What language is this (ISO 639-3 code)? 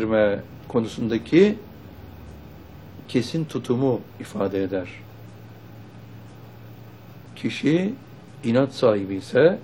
tur